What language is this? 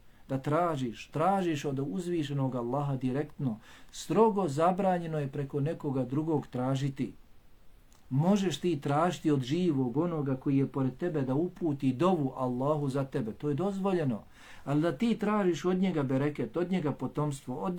Bosnian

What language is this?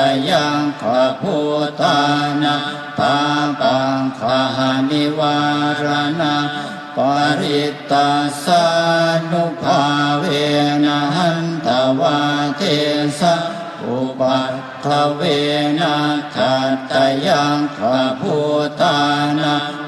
Pali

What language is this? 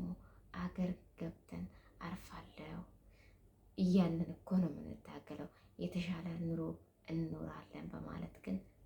Amharic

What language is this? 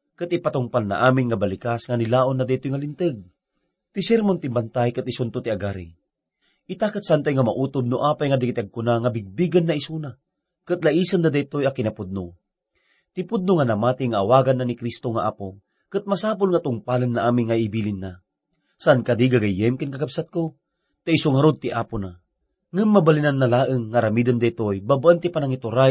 Iloko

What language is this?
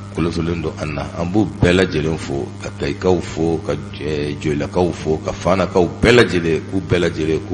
Bambara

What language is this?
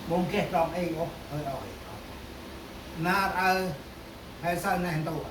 Central Mnong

